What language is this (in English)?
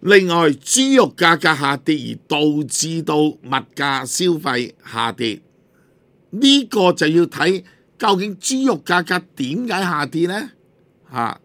Cantonese